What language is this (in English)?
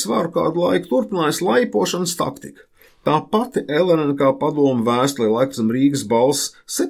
Latvian